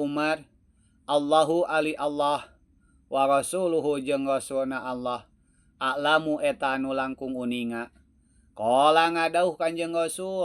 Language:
Sundanese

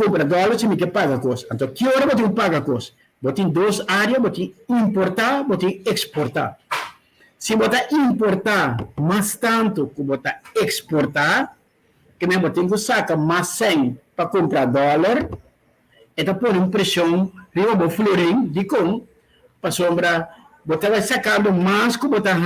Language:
Papiamento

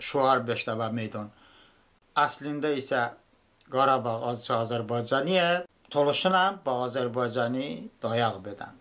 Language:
Talysh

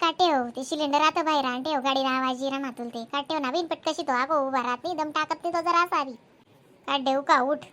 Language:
Khandesi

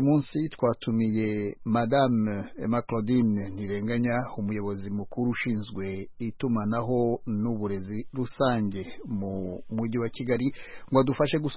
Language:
Kinyarwanda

